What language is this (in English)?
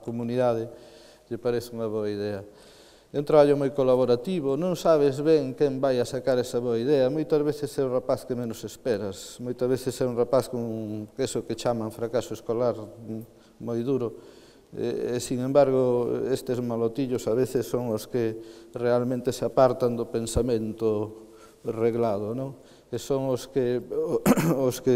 Galician